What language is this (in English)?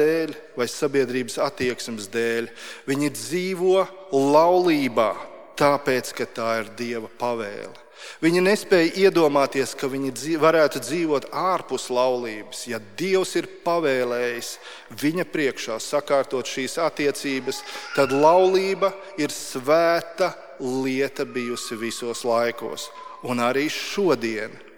Latvian